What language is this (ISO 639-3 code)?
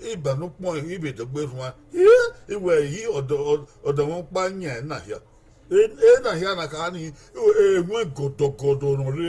bin